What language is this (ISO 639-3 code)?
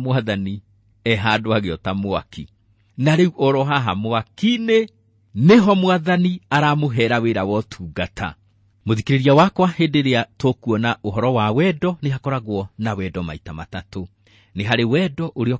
kik